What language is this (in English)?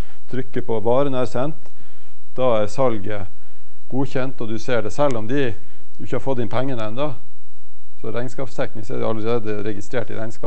Norwegian